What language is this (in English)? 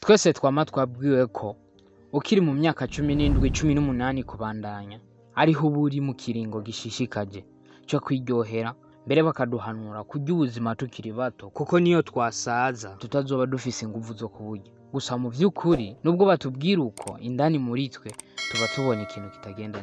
Rundi